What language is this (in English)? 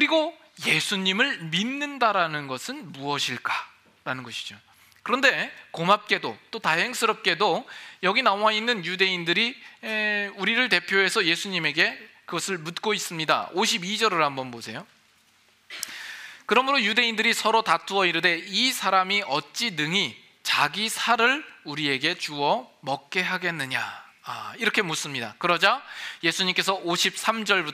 Korean